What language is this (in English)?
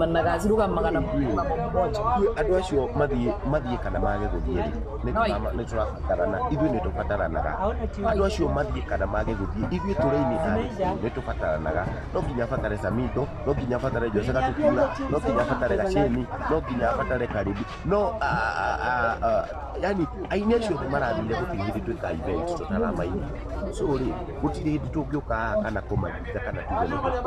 Kikuyu